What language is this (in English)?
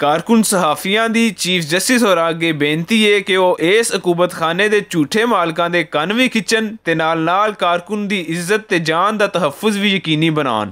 Western Panjabi